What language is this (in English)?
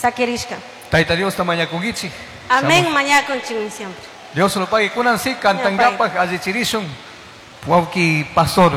Chimborazo Highland Quichua